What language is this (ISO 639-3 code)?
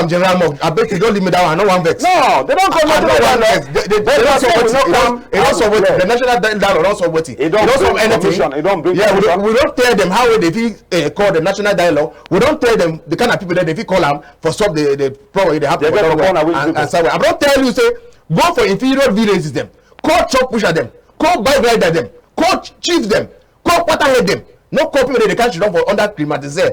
wes